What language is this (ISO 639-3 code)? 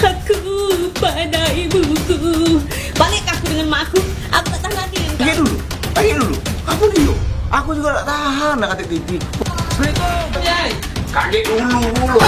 mui